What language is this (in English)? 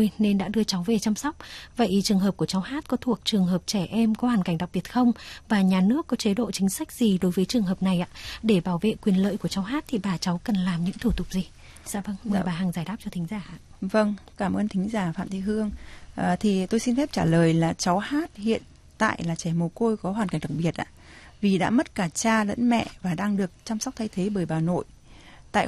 Vietnamese